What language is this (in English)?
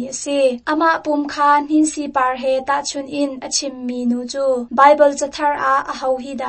Hakha Chin